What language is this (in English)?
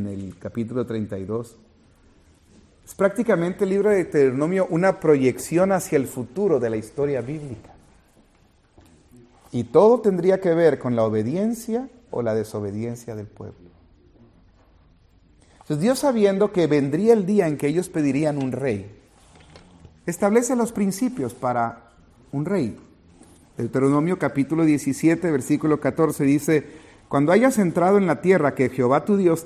Spanish